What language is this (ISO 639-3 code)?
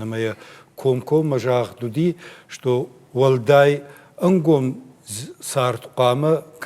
oss